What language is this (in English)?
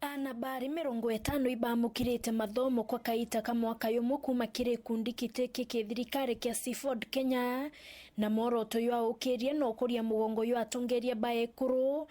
Meru